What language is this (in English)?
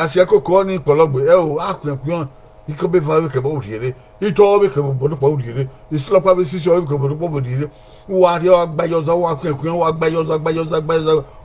Bini